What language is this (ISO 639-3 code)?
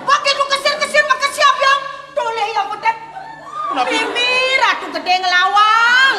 ban